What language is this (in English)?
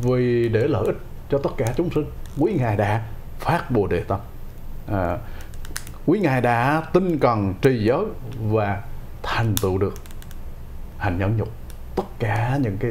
Vietnamese